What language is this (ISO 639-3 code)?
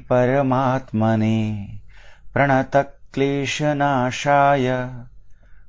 san